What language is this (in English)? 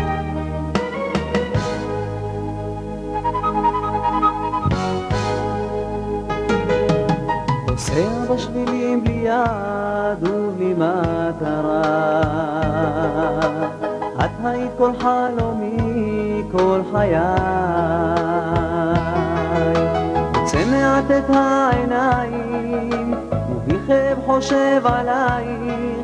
Hebrew